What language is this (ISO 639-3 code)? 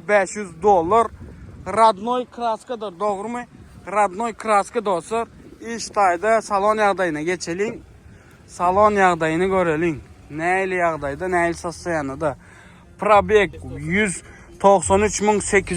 tuk